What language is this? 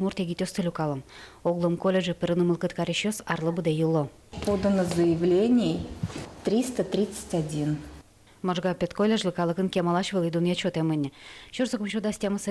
Udmurt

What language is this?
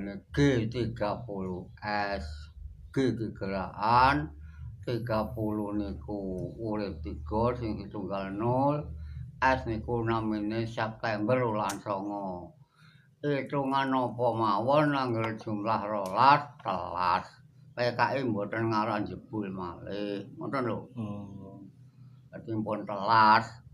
Javanese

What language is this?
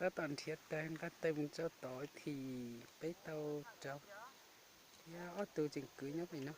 Hmong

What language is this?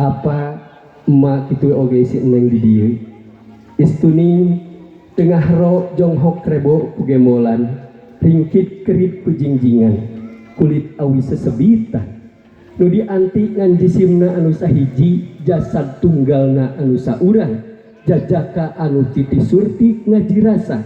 Sundanese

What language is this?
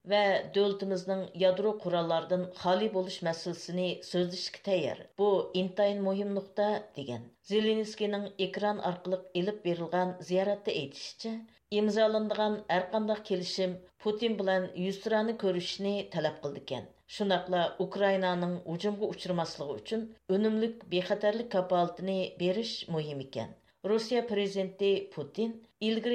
Uyghur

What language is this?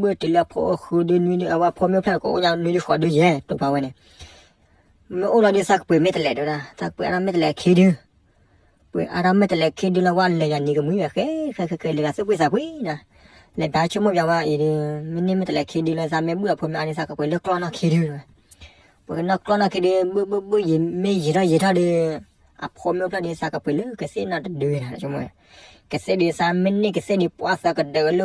S'gaw Karen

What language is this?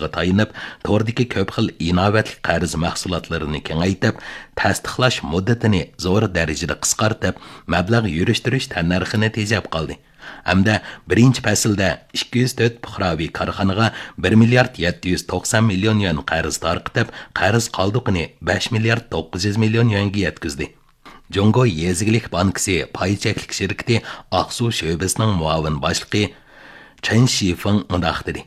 Uyghur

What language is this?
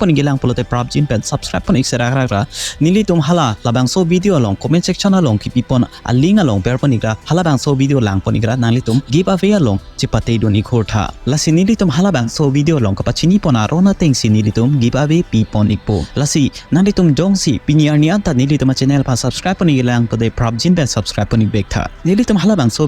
Karbi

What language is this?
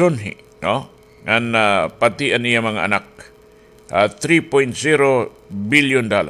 Waray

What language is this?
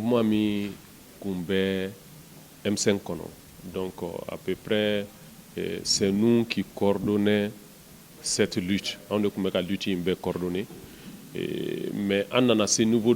Bambara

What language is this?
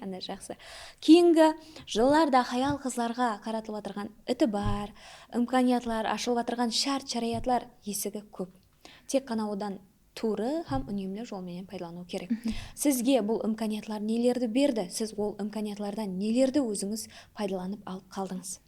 Kara-Kalpak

